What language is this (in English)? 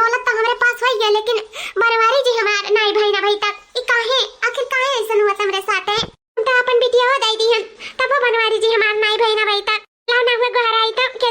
Awadhi